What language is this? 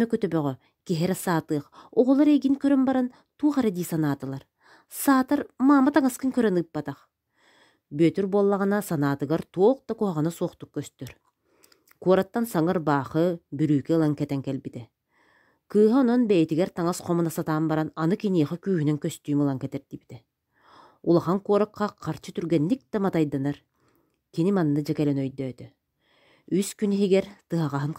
Yakut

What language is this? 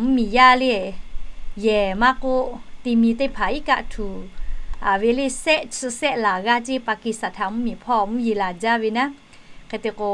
Lahu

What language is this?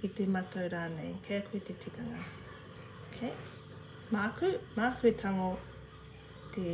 Māori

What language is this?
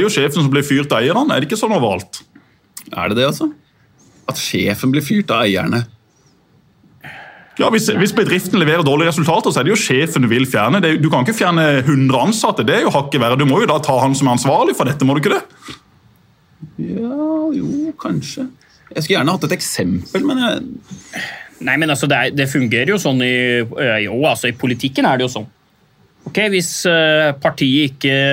Norwegian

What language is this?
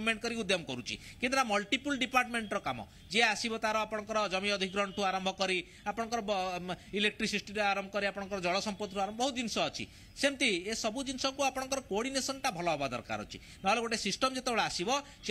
Odia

